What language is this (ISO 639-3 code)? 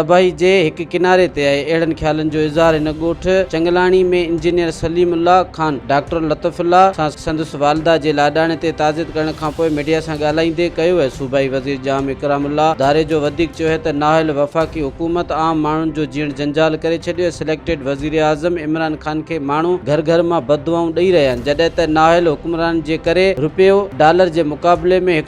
snd